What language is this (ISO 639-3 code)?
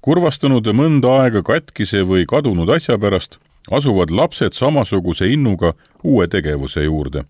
est